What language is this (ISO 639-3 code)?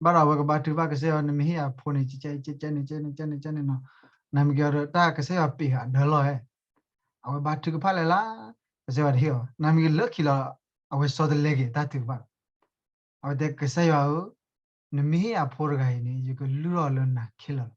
ksw